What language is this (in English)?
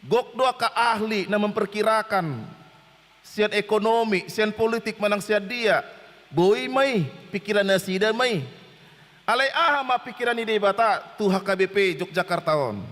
Batak Toba